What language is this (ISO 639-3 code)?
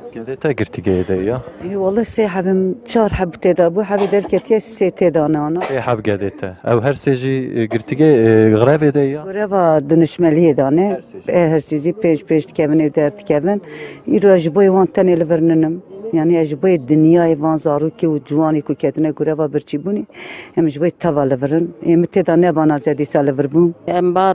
kur